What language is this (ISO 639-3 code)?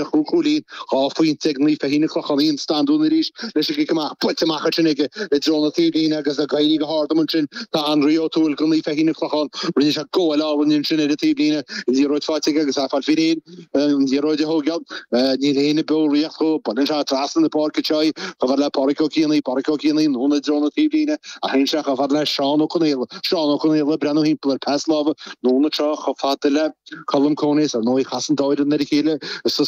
gle